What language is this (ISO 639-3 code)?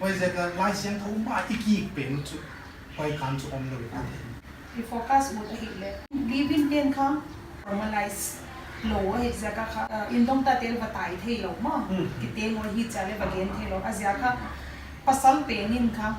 pck